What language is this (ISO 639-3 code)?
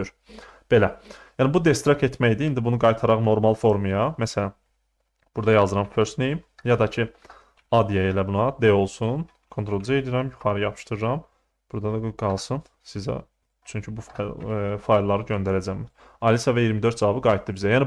aze